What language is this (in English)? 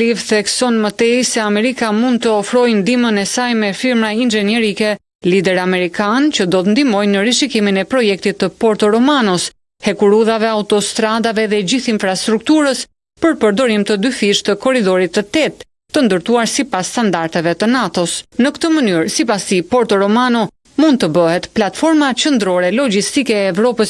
Albanian